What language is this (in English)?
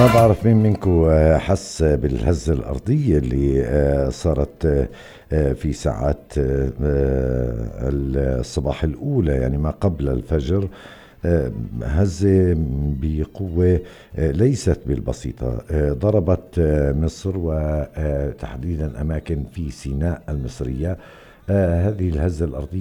North Levantine Arabic